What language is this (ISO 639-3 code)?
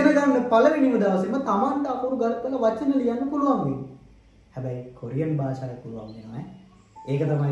sin